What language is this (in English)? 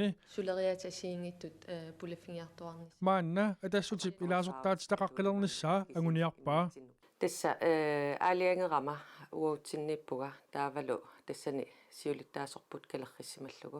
Kalaallisut